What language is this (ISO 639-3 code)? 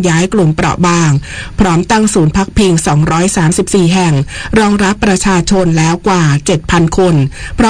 tha